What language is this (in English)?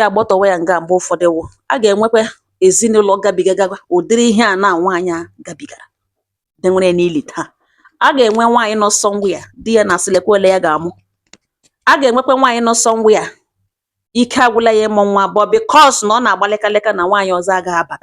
Igbo